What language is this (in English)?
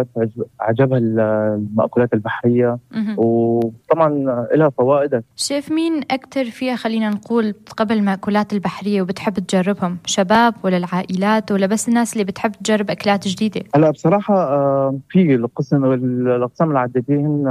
North Levantine Arabic